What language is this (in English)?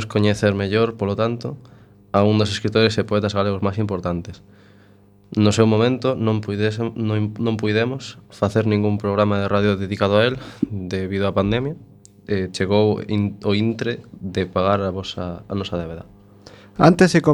Galician